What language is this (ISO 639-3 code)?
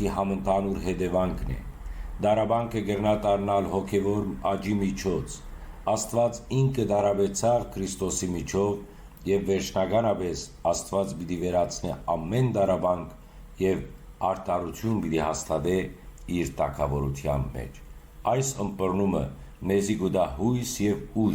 hyw